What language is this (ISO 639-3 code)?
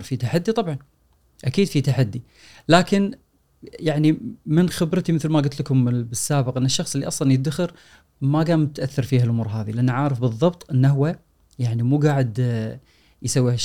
afb